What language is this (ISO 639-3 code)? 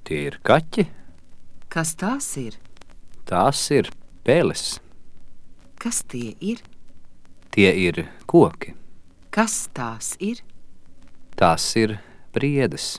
lav